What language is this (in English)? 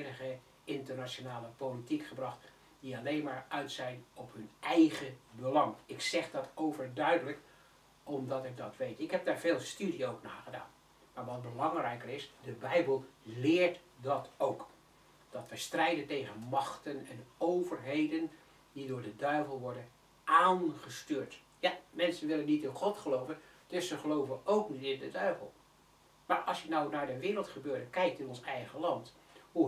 Dutch